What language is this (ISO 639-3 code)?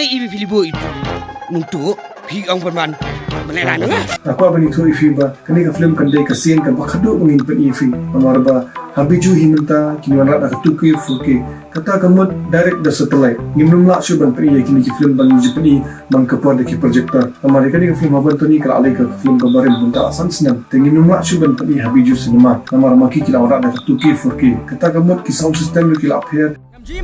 kha